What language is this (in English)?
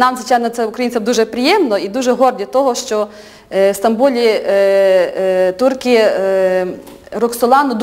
Ukrainian